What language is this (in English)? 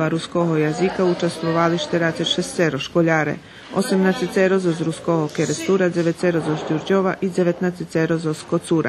Rusyn